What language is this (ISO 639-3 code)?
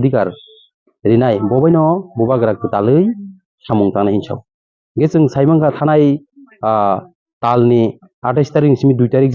trp